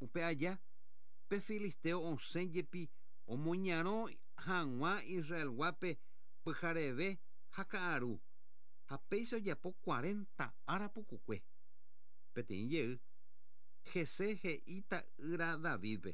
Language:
Guarani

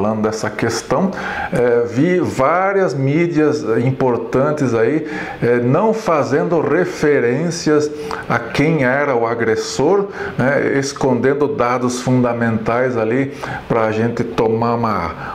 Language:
Portuguese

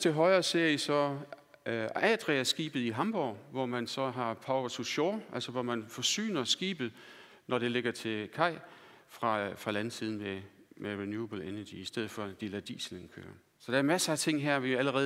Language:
Danish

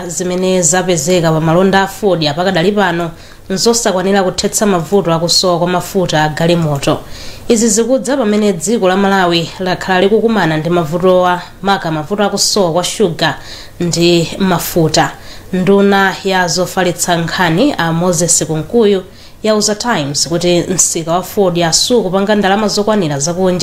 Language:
Nyanja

